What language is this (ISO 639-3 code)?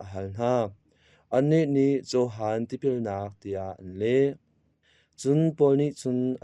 cnh